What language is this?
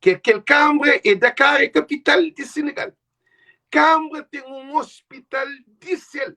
Kabuverdianu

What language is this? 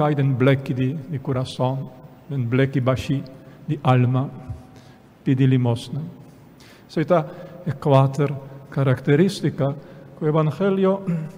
Papiamento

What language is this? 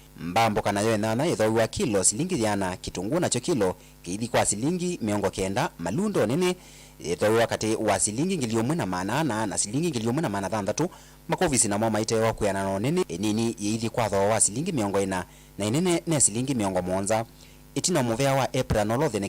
Kamba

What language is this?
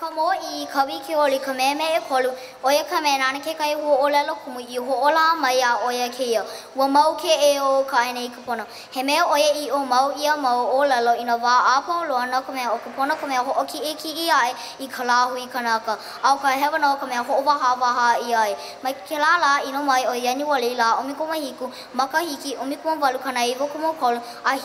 Hawaiian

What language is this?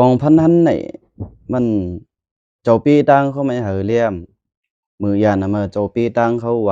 Lao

